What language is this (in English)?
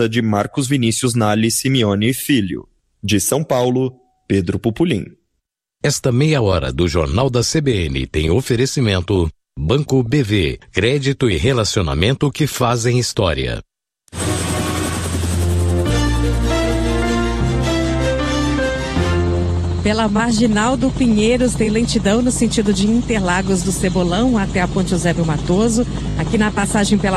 Portuguese